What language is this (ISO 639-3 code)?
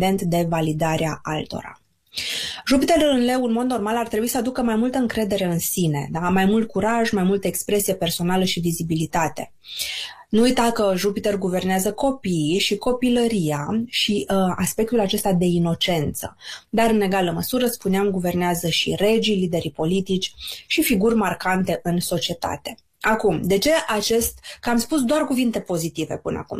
ron